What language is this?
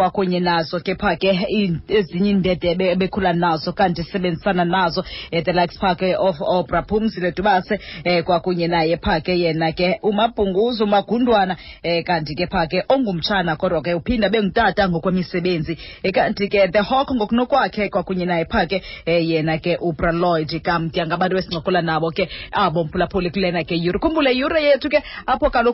Xhosa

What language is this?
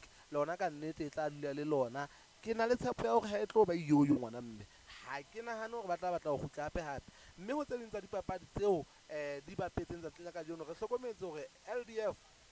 Southern Sotho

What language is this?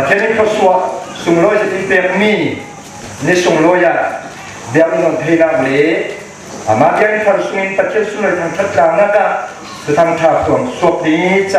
Falam Chin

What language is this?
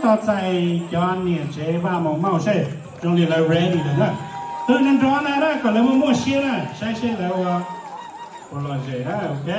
Hmong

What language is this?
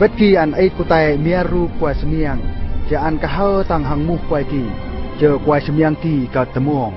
Eastern Bru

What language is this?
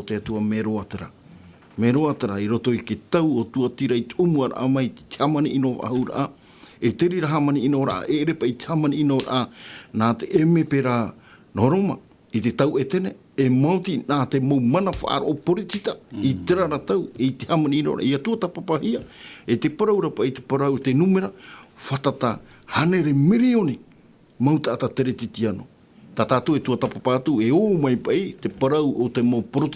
Tahitian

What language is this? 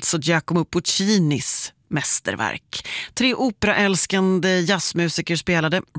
Swedish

